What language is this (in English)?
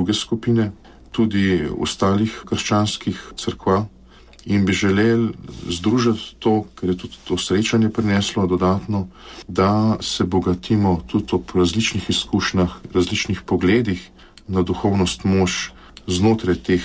Slovenian